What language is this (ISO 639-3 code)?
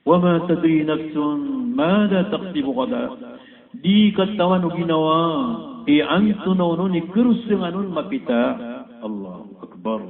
mrw